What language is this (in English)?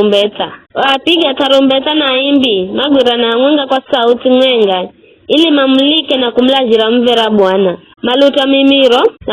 Giryama